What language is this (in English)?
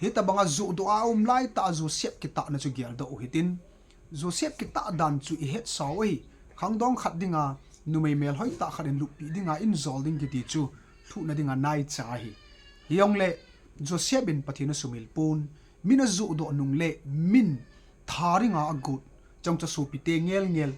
Thado Chin